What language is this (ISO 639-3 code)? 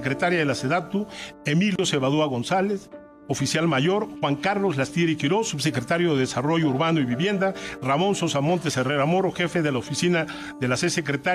spa